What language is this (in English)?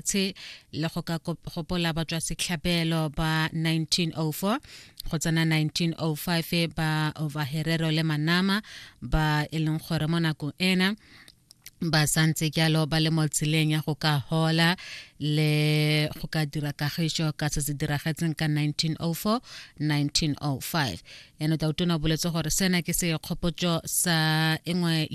Tswana